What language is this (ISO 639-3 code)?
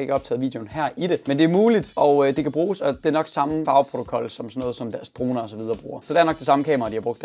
dan